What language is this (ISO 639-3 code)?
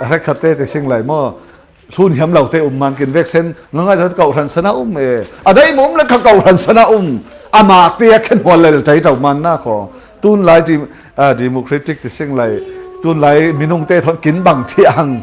cfm